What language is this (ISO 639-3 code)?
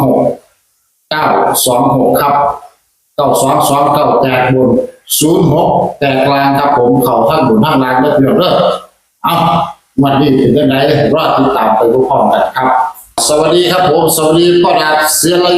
tts